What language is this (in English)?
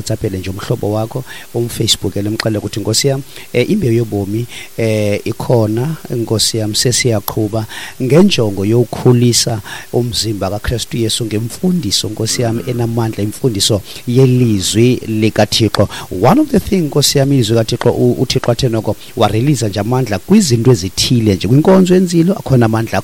Xhosa